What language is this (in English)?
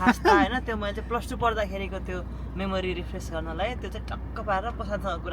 Nepali